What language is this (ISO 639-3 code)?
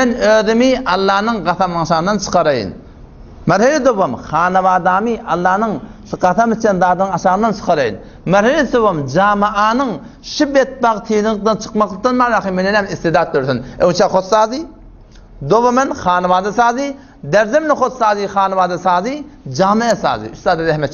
tuk